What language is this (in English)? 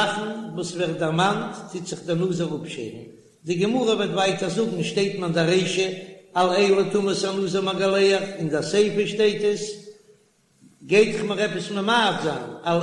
Yiddish